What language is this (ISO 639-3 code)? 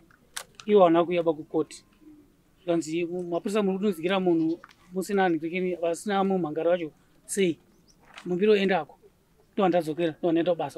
sna